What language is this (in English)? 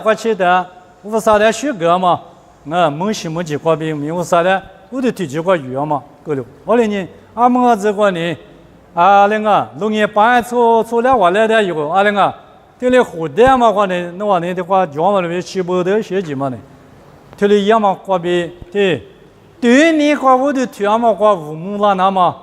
Lisu